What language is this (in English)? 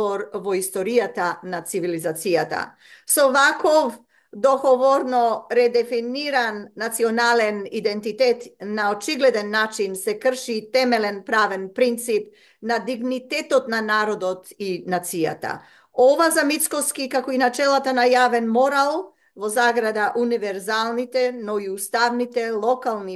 Macedonian